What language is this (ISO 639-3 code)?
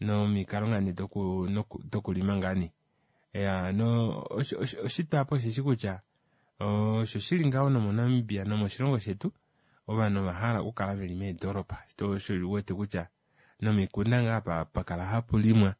kua